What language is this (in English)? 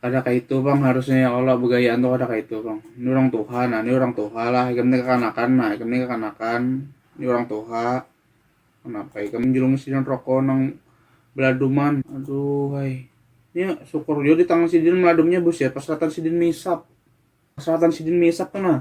Banjar